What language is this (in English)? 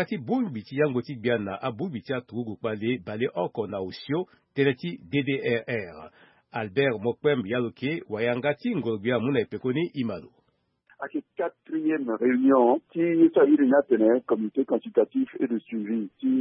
Sango